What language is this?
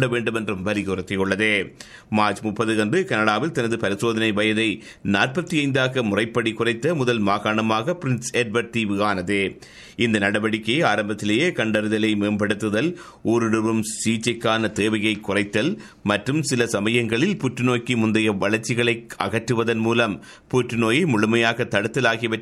Tamil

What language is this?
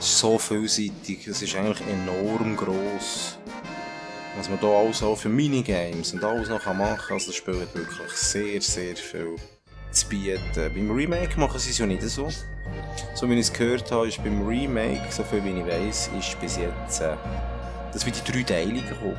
Swiss German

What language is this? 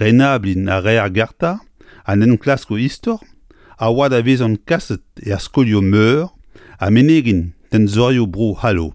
Breton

